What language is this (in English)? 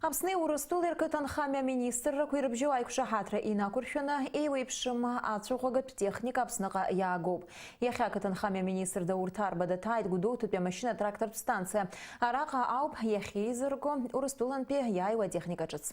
Abkhazian